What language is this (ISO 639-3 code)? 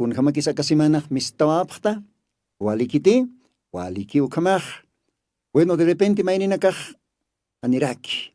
aym